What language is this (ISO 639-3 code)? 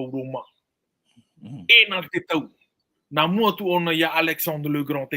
tah